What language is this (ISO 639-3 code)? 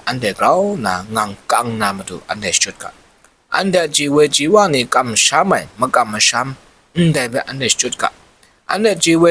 kac